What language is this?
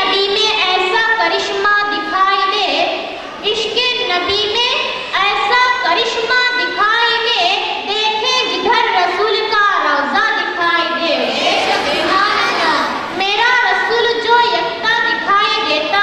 Urdu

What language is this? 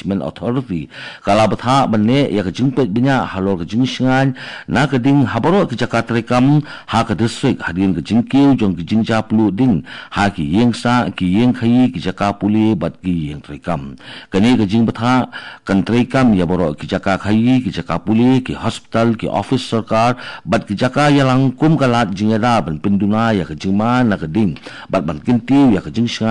Khasi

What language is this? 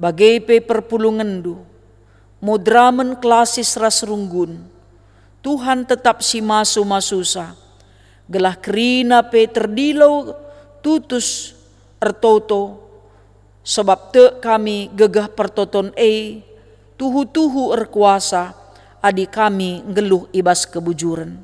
Batak Karo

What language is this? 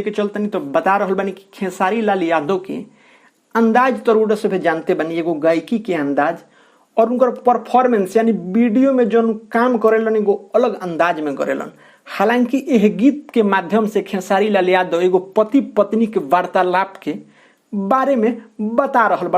Bhojpuri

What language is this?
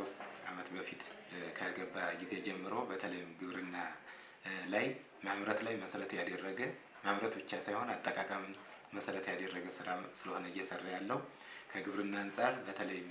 Amharic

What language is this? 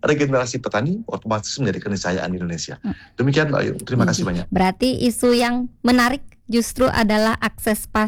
Indonesian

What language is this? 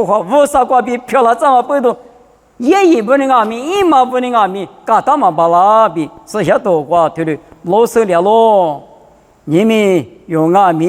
Lisu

